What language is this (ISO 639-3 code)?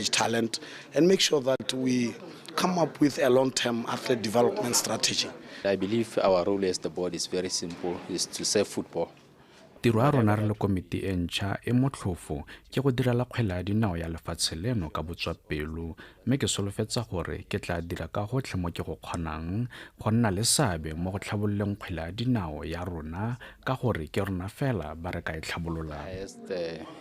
tsn